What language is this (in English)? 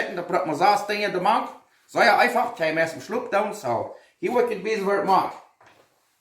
Plautdietsch